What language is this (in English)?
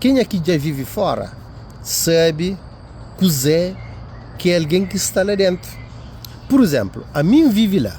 Kabuverdianu